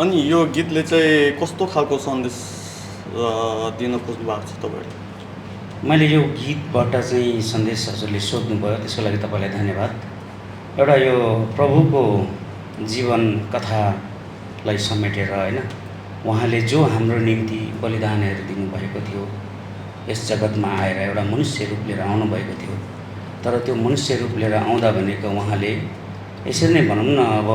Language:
Nepali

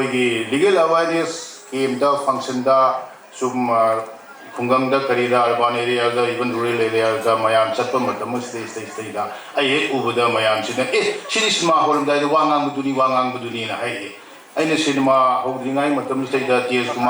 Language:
Manipuri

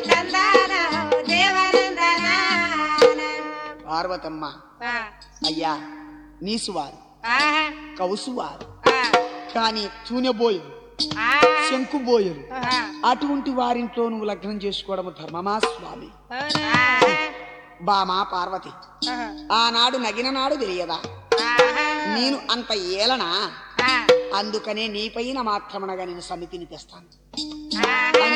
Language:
Telugu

